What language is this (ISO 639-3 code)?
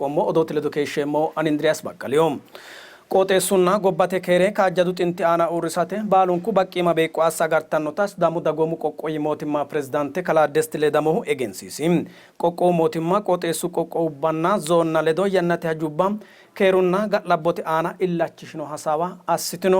sid